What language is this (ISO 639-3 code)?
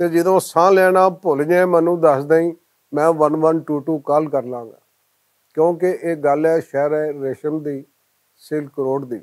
lah